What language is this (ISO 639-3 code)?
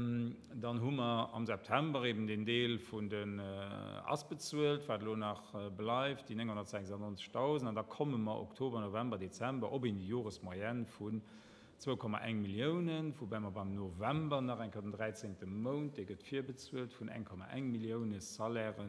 ltz